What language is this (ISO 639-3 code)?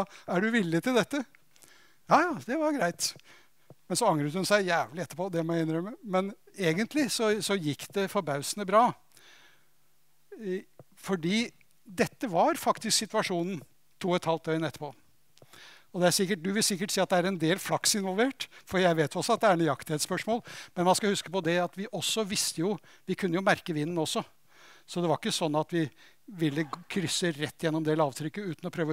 nor